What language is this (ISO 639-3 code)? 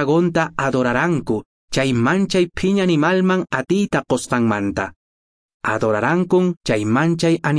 que